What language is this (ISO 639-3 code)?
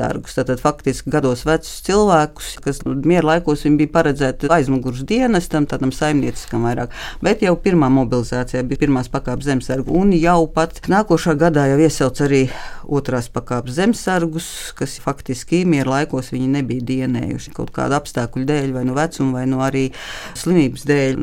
lav